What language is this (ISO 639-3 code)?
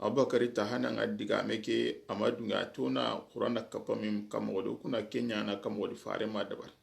snk